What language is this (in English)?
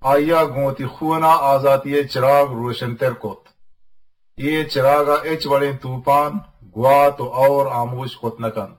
Eastern Balochi